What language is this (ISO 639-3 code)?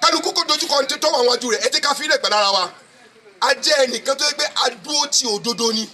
yor